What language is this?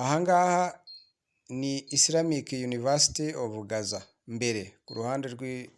Kinyarwanda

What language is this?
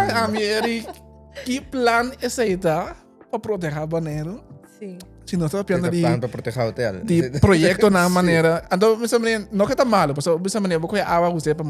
Papiamento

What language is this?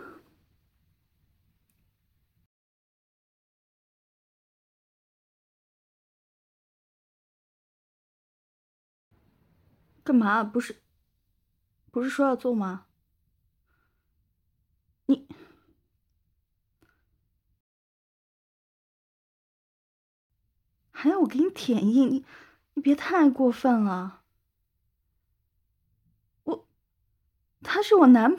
Chinese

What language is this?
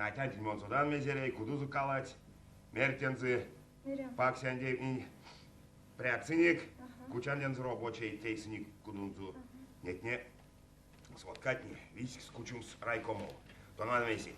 Erzya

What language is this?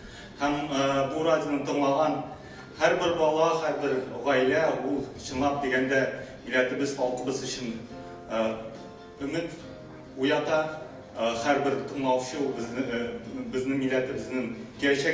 Tatar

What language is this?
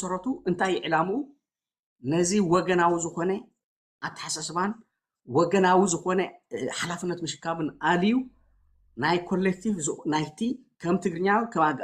Tigrinya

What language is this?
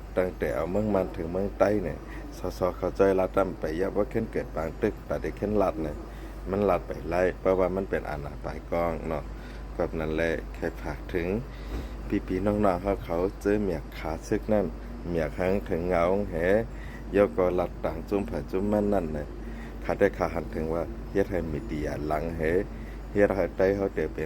Shan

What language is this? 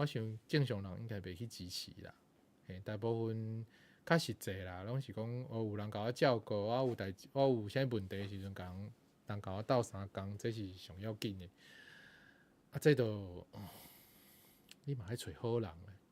Min Nan Chinese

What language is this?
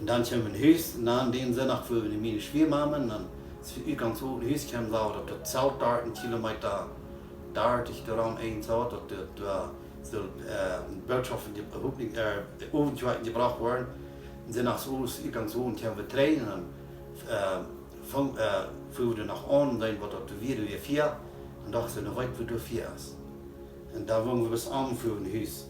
Plautdietsch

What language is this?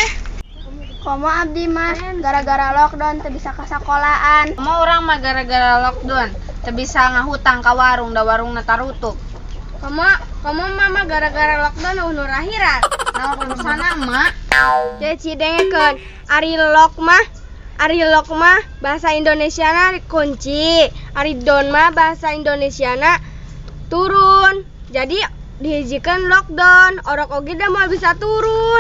Sundanese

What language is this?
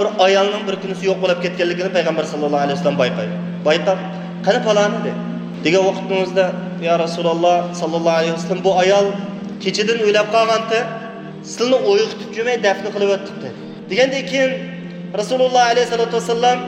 Uyghur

